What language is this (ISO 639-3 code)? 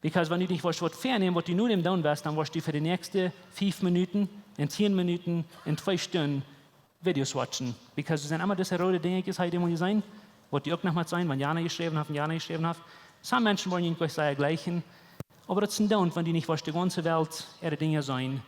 pdt